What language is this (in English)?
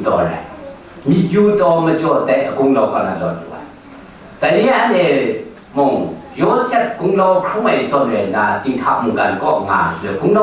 Kachin